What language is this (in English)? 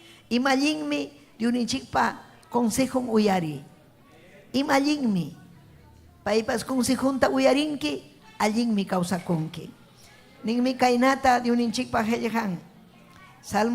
Ayacucho Quechua